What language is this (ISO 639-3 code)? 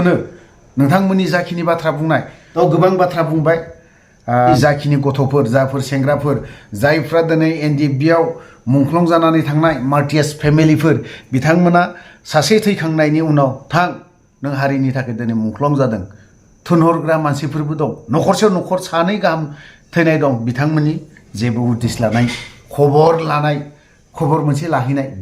brx